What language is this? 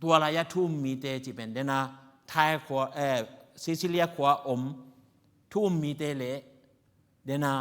Tedim Chin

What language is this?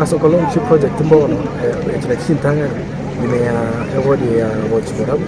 Gusii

